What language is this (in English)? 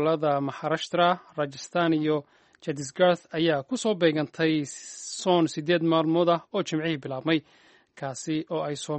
Somali